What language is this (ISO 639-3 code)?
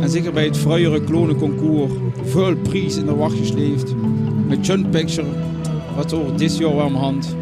lim